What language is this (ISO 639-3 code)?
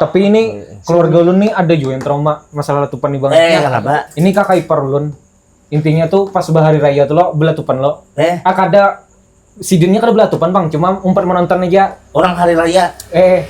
bjn